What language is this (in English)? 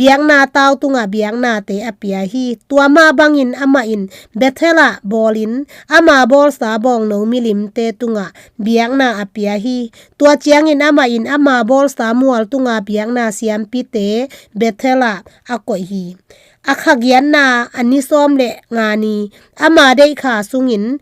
Tedim Chin